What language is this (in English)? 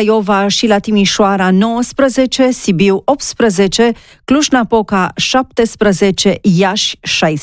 Romanian